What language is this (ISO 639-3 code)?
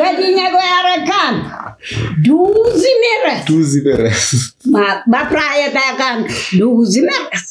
kea